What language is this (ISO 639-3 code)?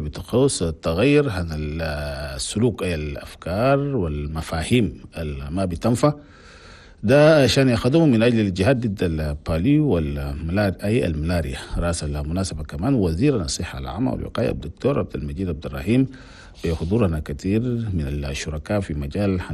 shu